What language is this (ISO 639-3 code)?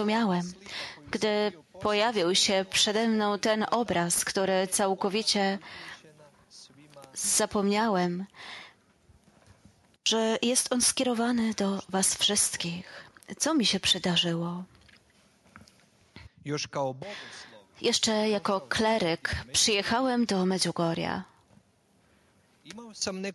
pol